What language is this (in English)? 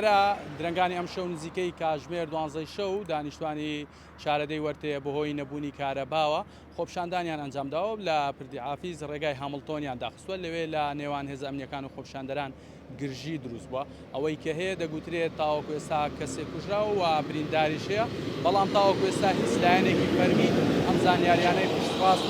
Central Kurdish